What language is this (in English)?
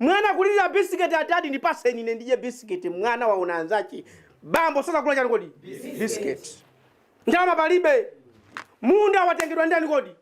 Nyanja